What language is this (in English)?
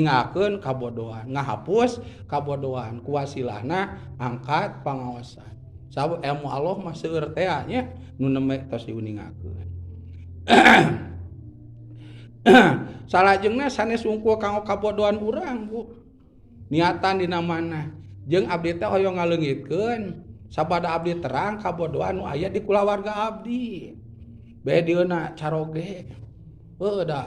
Sundanese